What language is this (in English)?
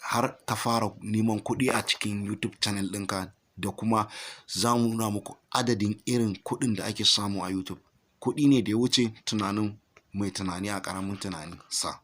Hausa